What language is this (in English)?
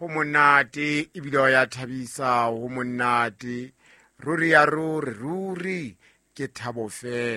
Southern Sotho